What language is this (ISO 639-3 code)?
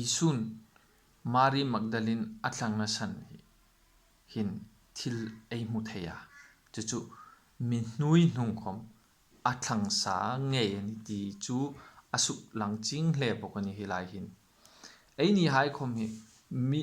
hmr